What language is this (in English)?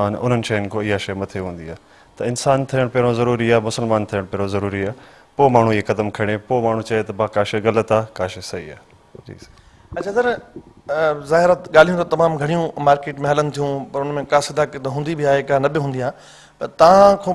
Sindhi